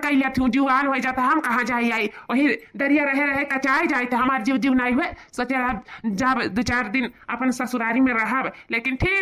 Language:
Awadhi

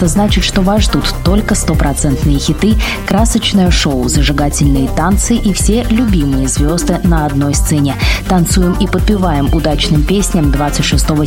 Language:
Russian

